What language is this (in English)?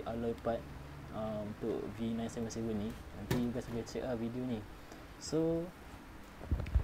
Malay